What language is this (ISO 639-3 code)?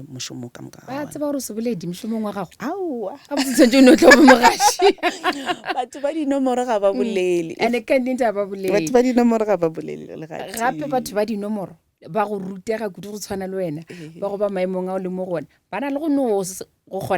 nso